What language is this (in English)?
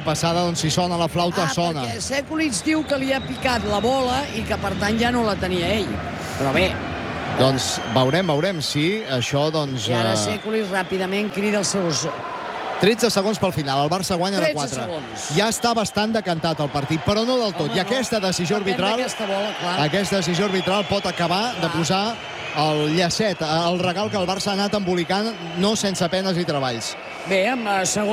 Catalan